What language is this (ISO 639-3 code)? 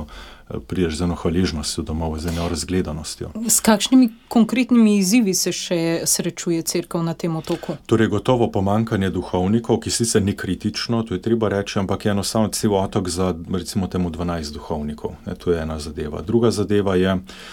slv